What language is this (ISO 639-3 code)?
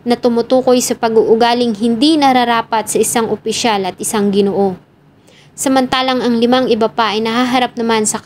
fil